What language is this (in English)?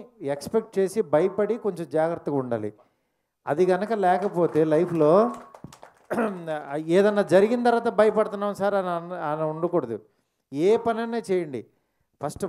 Telugu